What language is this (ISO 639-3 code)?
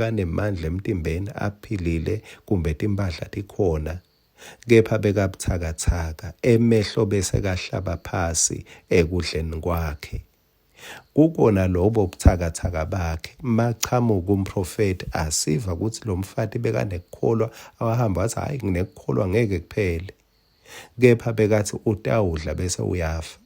ssw